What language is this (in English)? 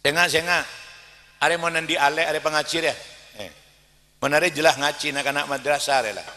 Madurese